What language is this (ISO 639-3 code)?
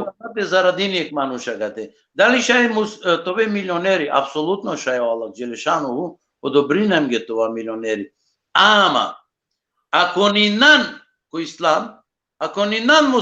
rmn